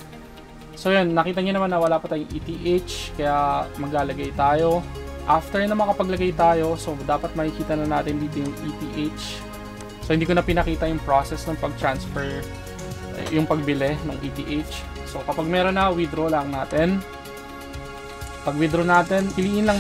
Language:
Filipino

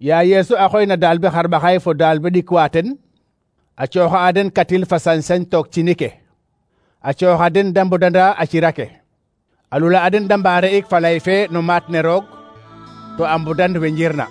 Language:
Serer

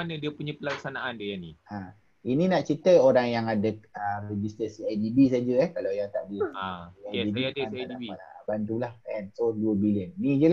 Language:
Malay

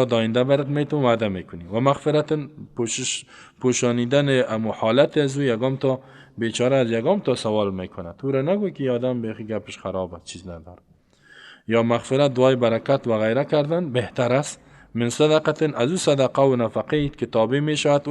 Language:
Persian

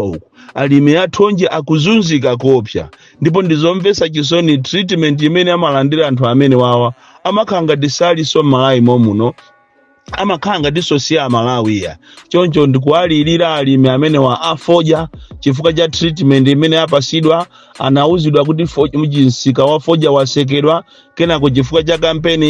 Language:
Nyanja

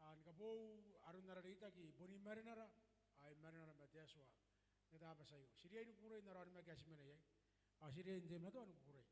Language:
Gilbertese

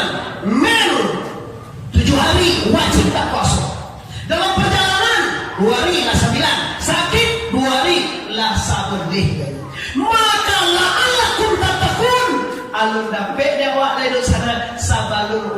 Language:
Minangkabau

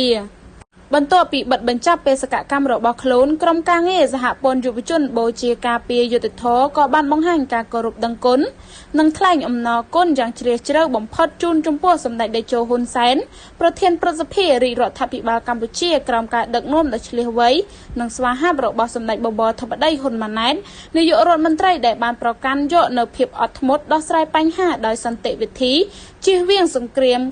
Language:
Khmer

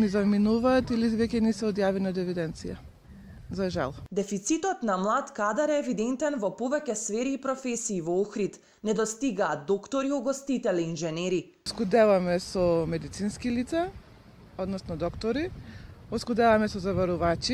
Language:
Macedonian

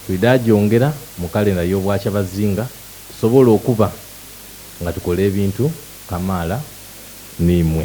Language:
Soga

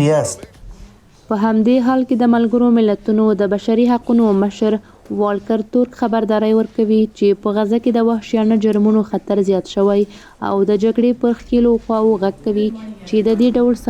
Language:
Pashto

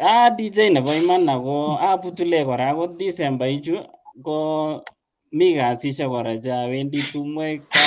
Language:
Kalenjin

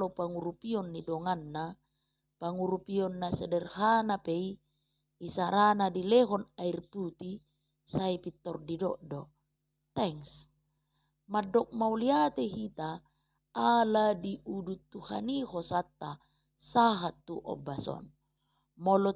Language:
Batak Toba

